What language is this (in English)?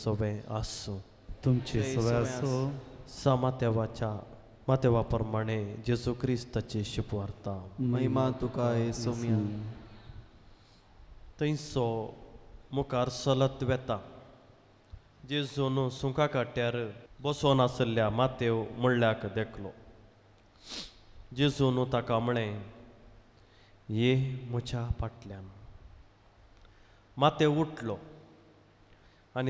Konkani